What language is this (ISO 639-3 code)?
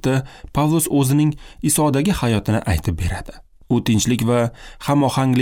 uzb